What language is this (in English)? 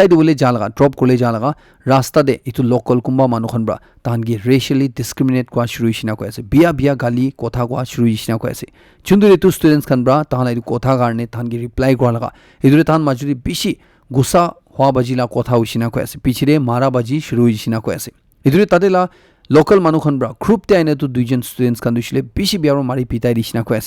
Naga Pidgin